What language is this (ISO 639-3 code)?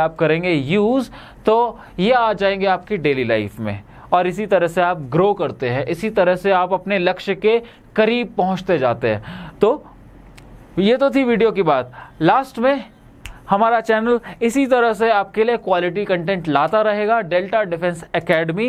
hin